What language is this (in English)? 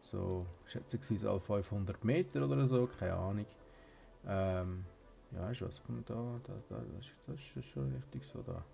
Swiss German